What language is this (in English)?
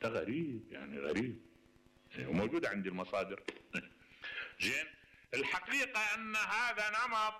Mesopotamian Arabic